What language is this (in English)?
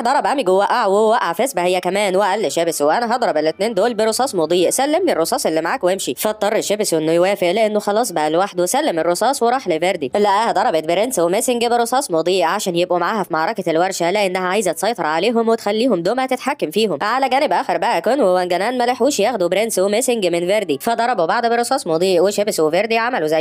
Egyptian Arabic